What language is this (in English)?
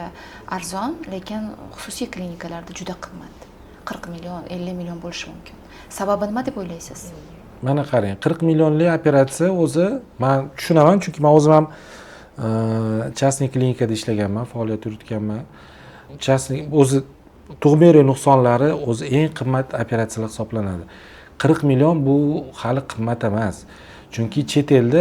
Uzbek